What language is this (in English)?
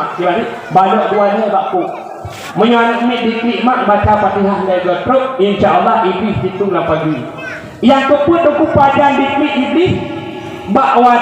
Achinese